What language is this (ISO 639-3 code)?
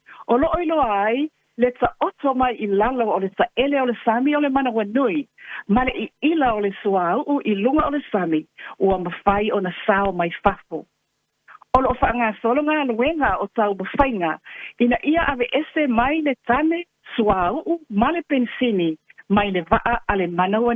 smo